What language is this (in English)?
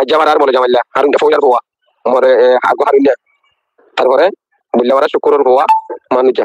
Rohingya